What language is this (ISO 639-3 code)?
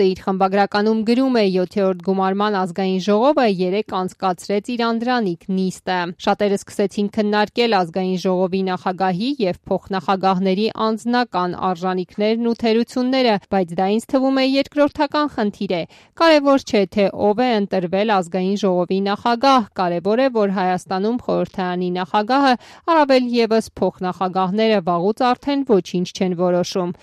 hye